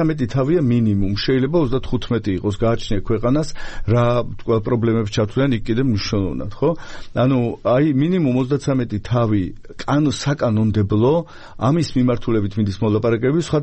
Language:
Georgian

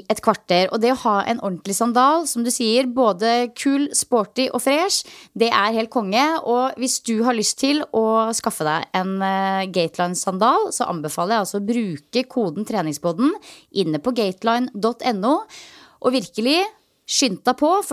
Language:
Norwegian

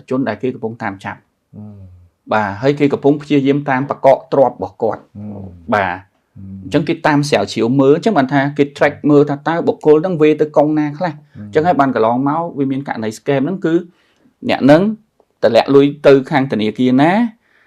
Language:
Khmer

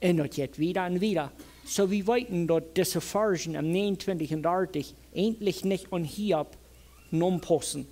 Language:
Plautdietsch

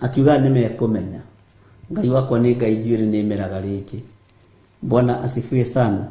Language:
Kikuyu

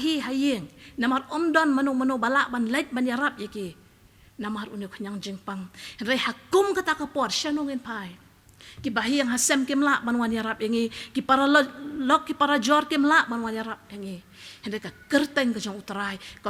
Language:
Khasi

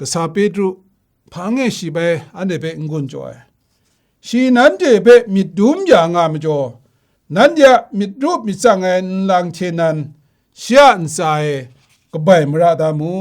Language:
Kachin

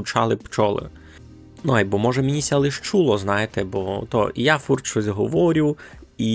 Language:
Rusyn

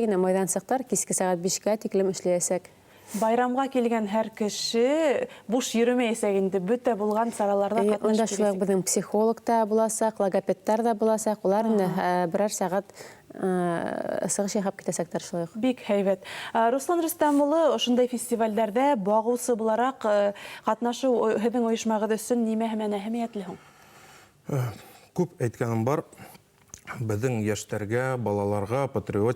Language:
Bashkir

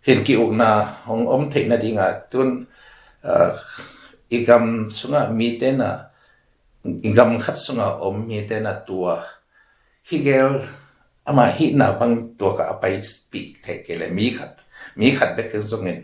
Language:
Tedim Chin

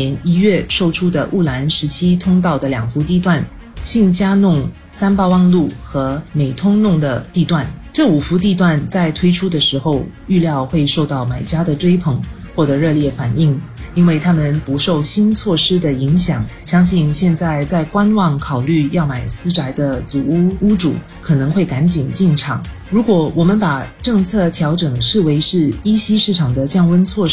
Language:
Chinese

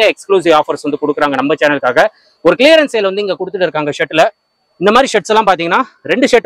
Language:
Tamil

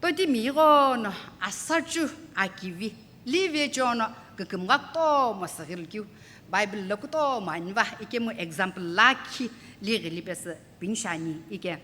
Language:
Sumi Naga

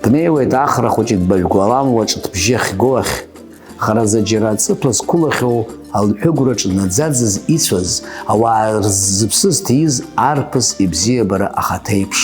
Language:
Abkhazian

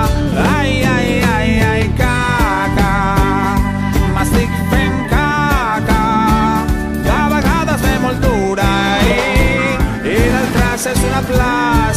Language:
Catalan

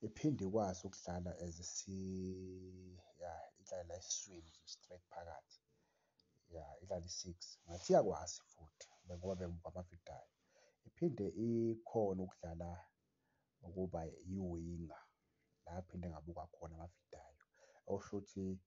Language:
Zulu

